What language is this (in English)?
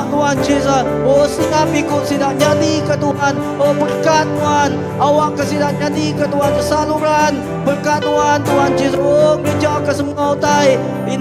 Iban